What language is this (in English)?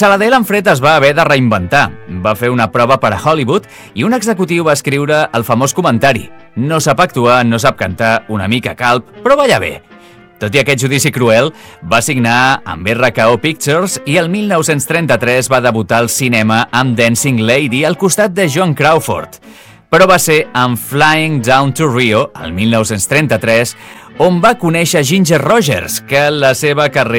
Catalan